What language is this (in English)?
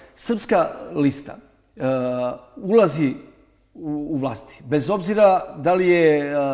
Serbian